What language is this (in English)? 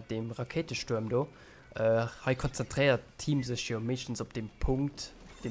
Luxembourgish